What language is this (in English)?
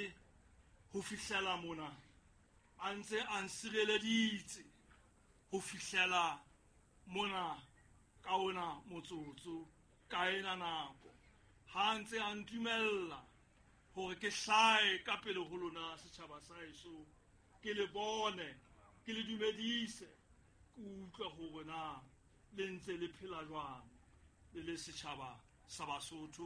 Southern Sotho